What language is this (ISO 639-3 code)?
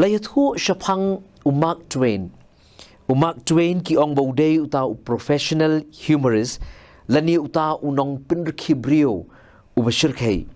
kha